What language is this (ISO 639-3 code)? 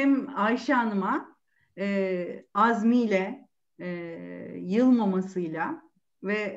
tur